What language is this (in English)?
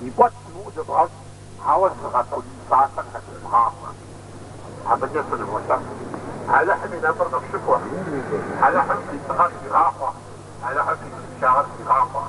Kabardian